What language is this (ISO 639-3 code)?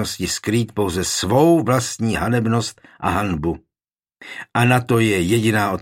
ces